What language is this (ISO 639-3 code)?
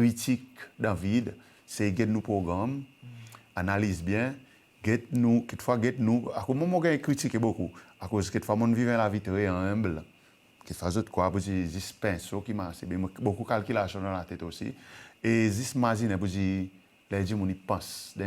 crs